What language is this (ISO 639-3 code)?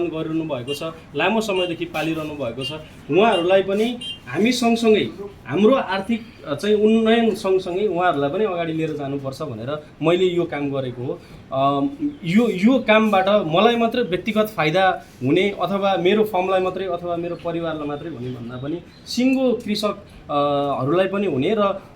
nep